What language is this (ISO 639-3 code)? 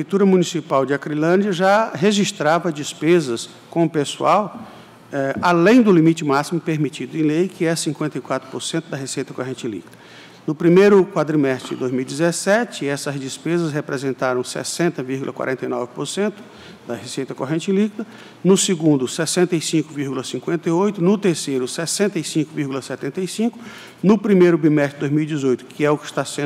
por